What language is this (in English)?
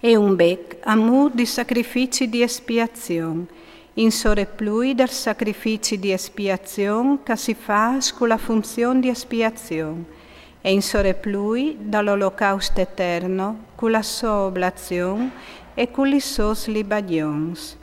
Friulian